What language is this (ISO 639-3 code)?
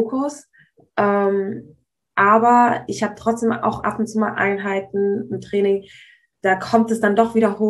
deu